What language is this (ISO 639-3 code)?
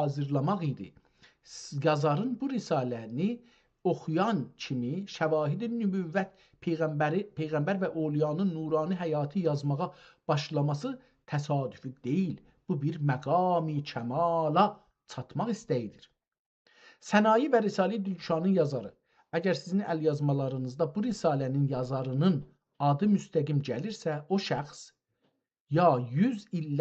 azb